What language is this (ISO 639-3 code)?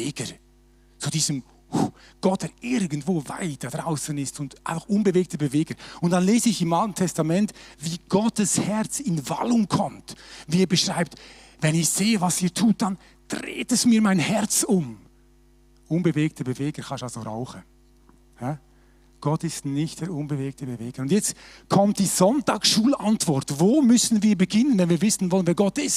gsw